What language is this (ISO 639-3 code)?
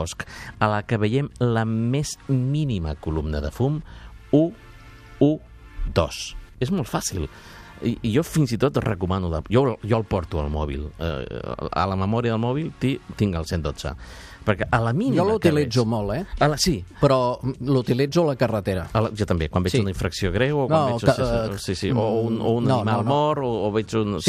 cat